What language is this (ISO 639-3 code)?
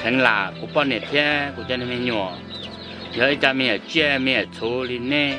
hmn